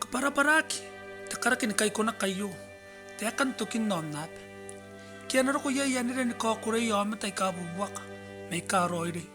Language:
Gilbertese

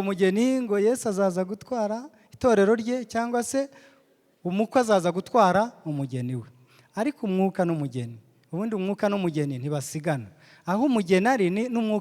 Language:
Kinyarwanda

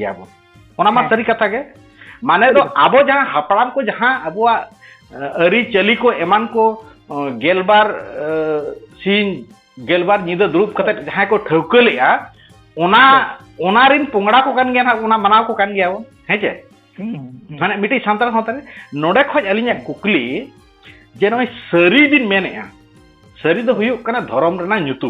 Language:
Santali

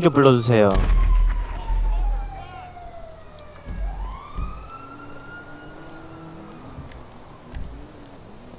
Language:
Korean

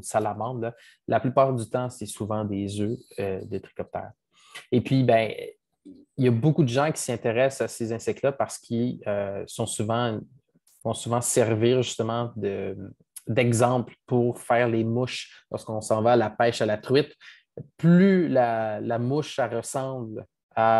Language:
French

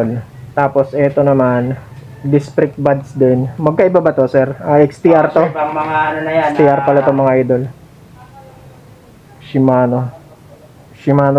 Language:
Filipino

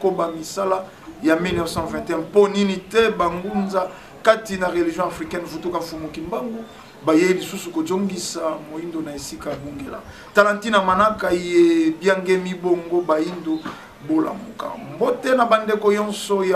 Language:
Lingala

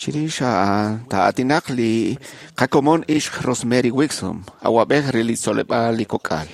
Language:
Kekchí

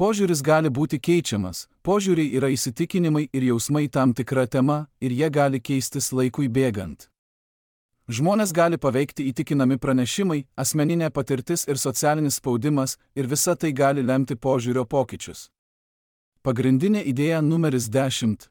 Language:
Lithuanian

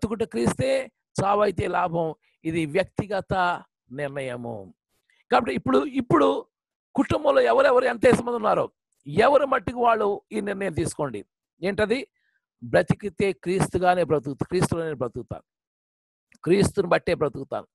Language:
Telugu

